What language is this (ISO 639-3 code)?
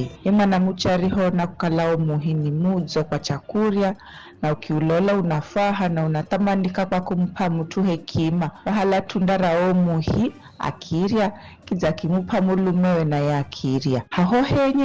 nyf